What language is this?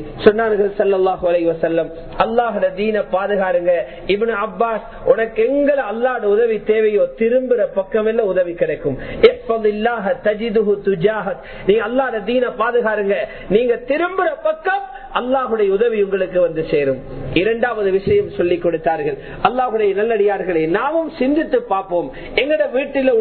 Tamil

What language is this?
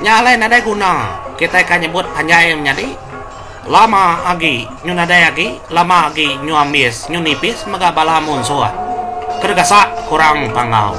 Iban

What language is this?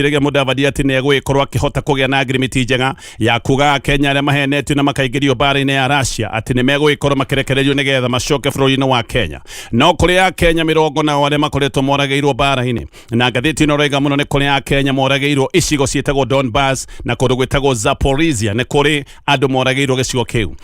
Kikuyu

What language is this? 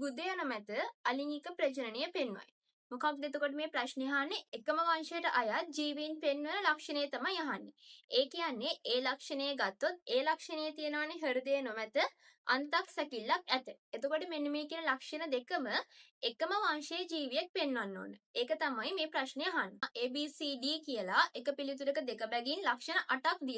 Sinhala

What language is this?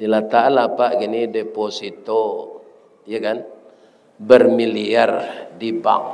Minangkabau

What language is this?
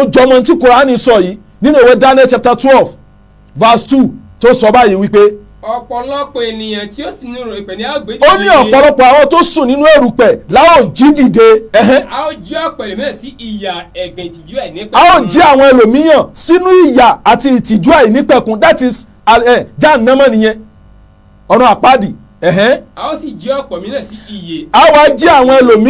Yoruba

